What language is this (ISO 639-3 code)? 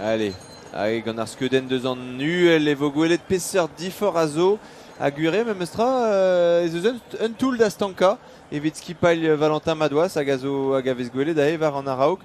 bre